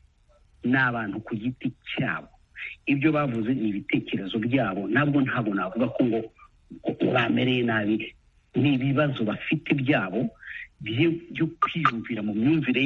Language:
Kinyarwanda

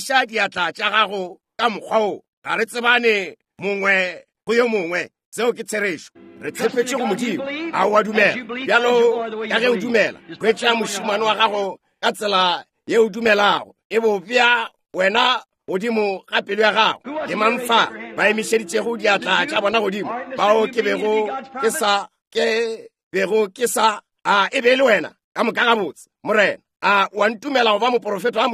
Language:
Northern Sotho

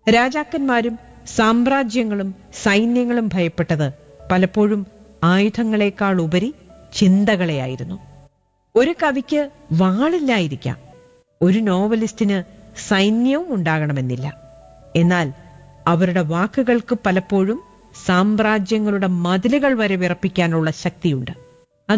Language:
Malayalam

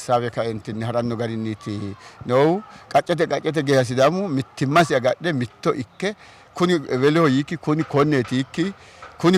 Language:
Sidamo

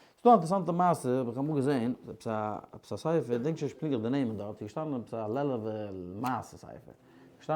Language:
Yiddish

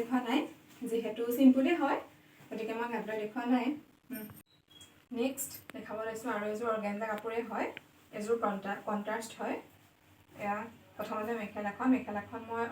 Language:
Assamese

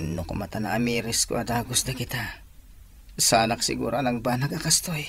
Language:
Iloko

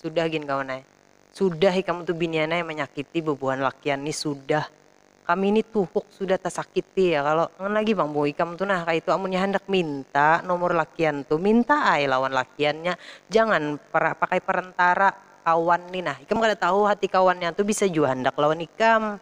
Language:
Banjar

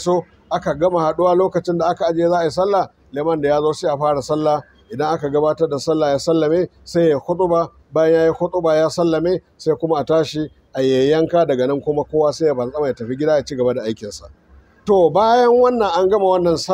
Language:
Hausa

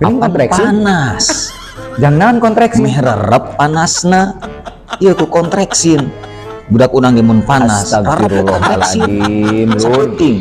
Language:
Sundanese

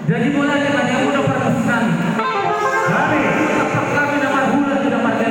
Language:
Batak Toba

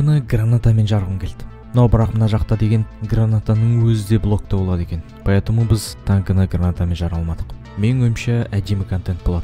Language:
Kazakh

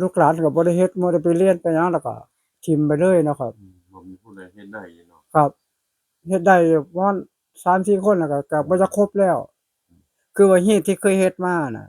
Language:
Northeastern Thai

